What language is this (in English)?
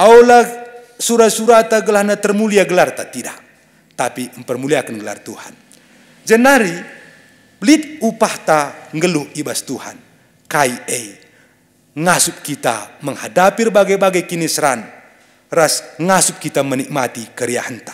Batak Karo